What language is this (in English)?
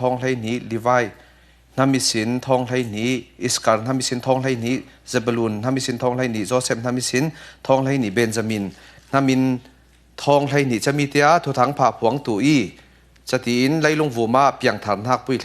Falam Chin